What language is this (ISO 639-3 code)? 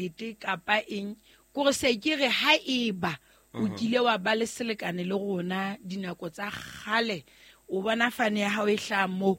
sot